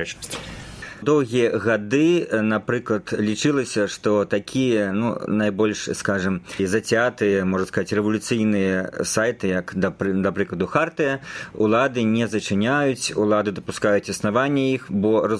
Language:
Belarusian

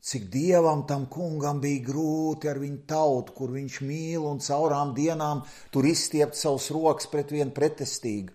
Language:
Latvian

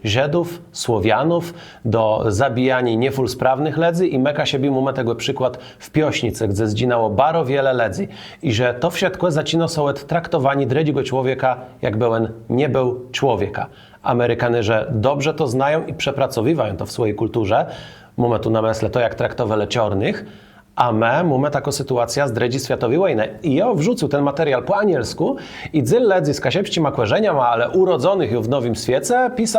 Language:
Kashubian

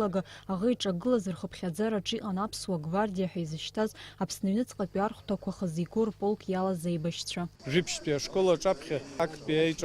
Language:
Abkhazian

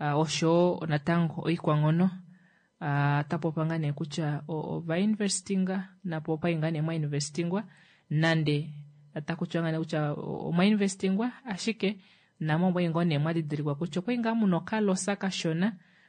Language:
Kuanyama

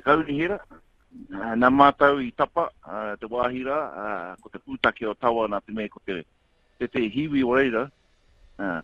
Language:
Māori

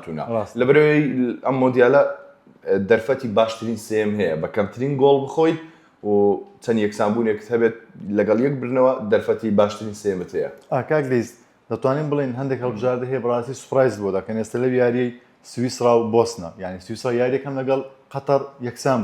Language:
Central Kurdish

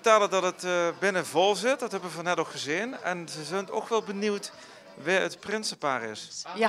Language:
Limburgish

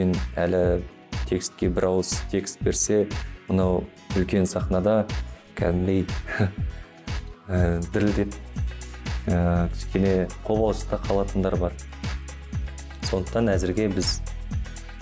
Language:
Kazakh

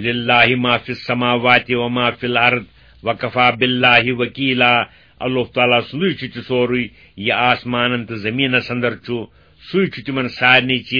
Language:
Kashmiri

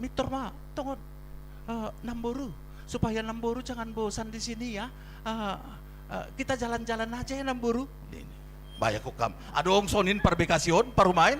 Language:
Batak Simalungun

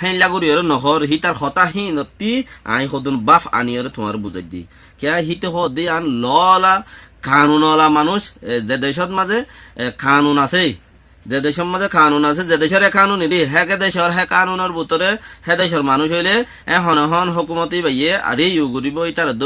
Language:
Rohingya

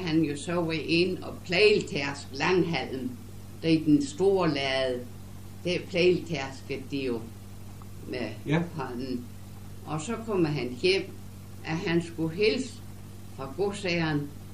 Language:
Danish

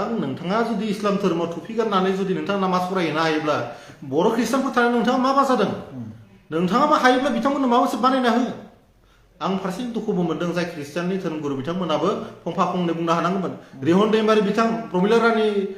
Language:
Bodo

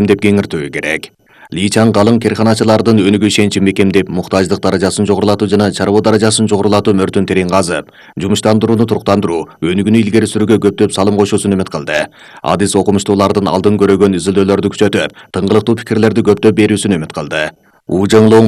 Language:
Kyrgyz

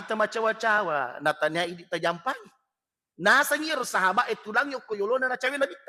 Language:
Buginese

